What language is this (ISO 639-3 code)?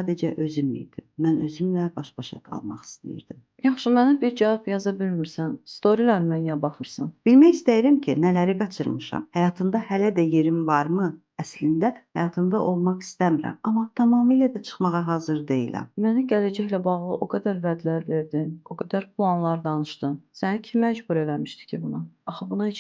aze